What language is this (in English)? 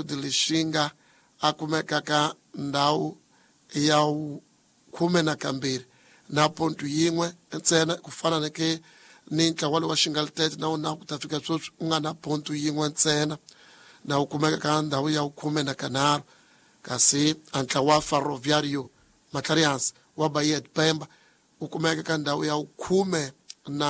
Tsonga